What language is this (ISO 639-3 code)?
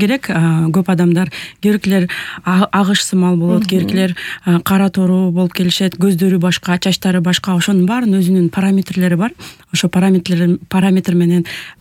kir